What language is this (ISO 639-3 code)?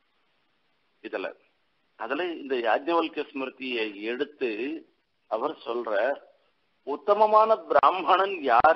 tam